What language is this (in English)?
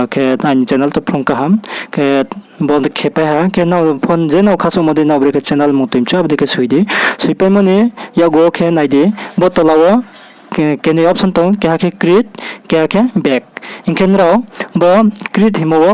Riang (India)